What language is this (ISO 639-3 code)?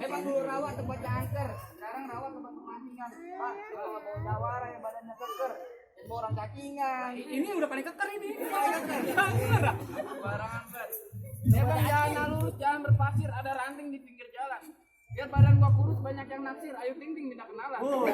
bew